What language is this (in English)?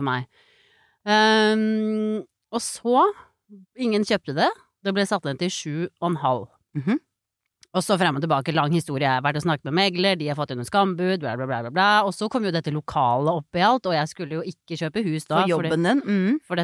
Norwegian